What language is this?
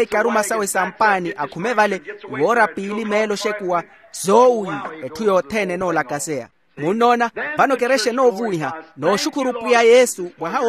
Makhuwa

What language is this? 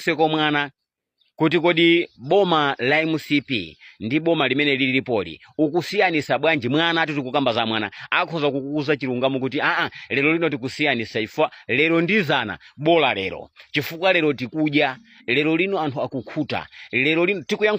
Nyanja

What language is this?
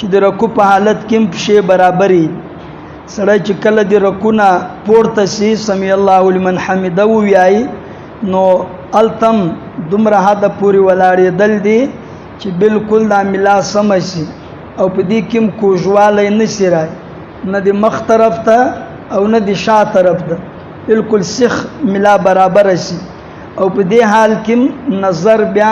Pashto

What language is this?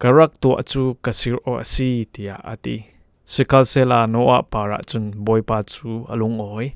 Falam Chin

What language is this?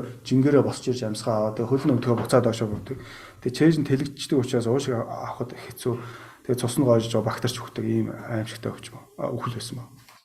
Mongolian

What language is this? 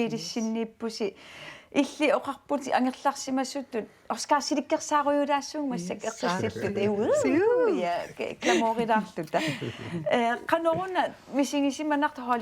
Kalaallisut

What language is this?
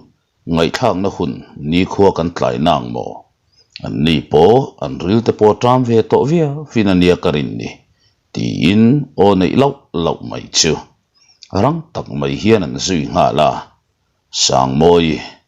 Mizo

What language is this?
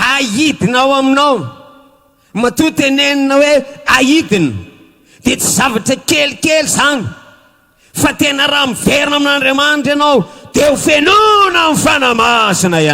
Malagasy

